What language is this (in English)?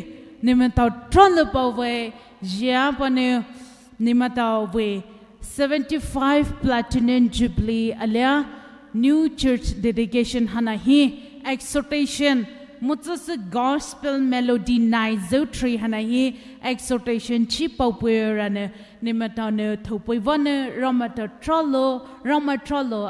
Poumei Naga